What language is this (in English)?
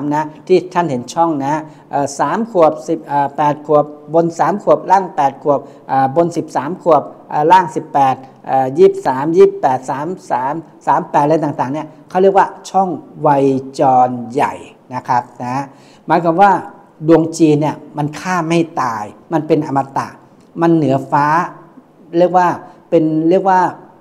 Thai